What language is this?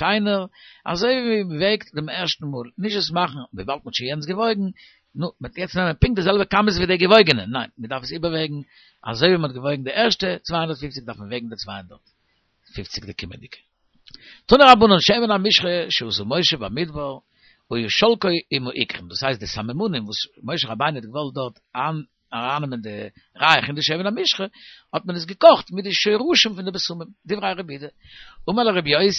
Yiddish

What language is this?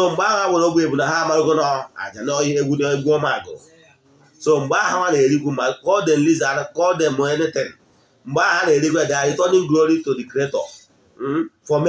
Igbo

